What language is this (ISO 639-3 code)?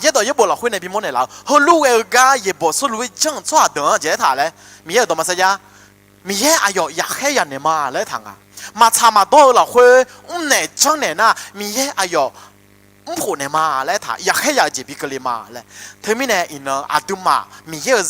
ahk